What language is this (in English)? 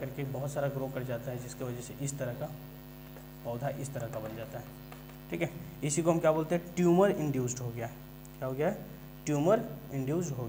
Hindi